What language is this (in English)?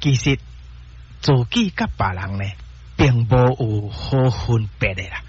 Min Nan Chinese